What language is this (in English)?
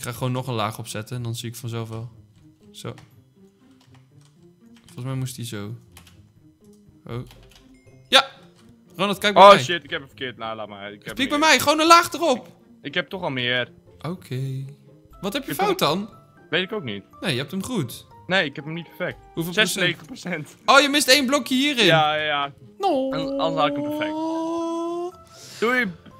Dutch